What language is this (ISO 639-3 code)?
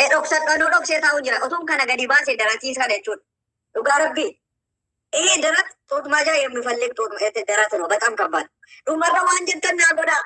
orm